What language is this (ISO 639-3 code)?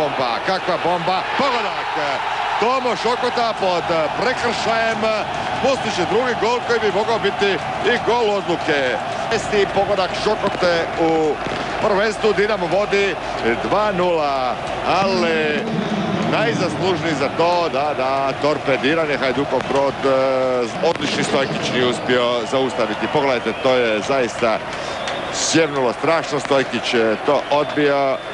hrv